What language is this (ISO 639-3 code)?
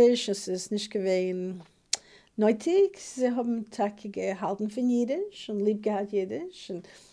yid